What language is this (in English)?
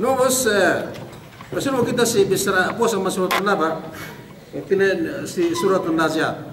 Yakan